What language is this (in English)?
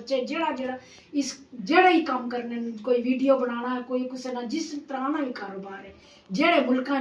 Pahari-Potwari